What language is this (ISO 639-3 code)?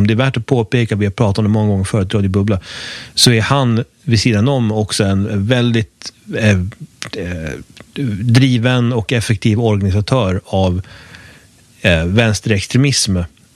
swe